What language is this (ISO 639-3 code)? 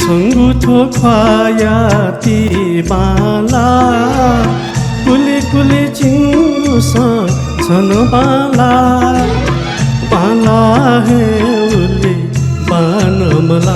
new